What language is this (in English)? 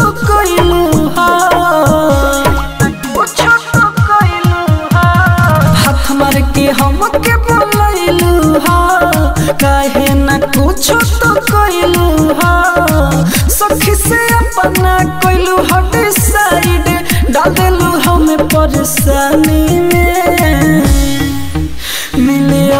Bhojpuri